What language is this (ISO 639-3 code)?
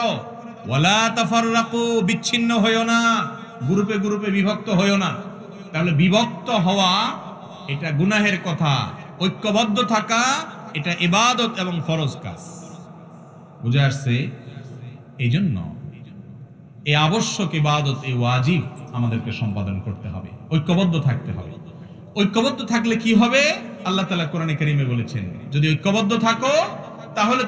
ben